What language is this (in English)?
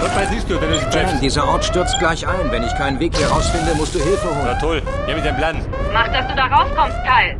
Bavarian